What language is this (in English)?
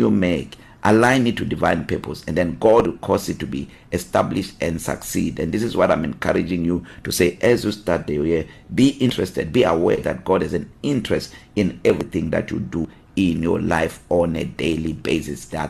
English